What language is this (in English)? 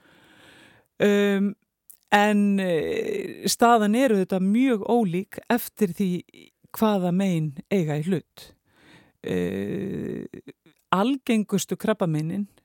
Icelandic